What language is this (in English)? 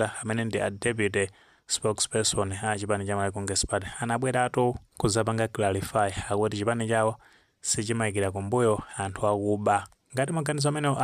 Nyanja